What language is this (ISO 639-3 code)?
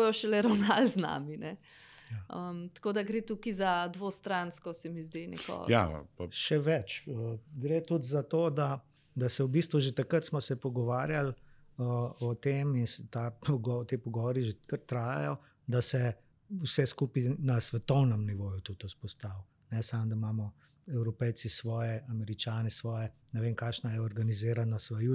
slv